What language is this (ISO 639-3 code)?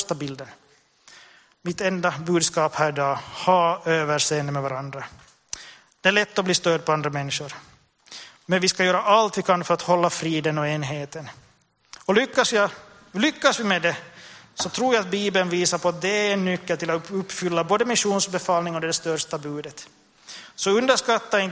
swe